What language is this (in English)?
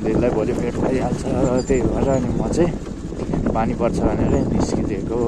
Nepali